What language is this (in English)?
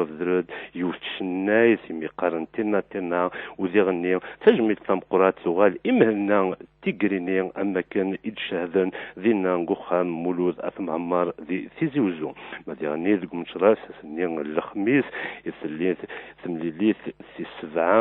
Kabyle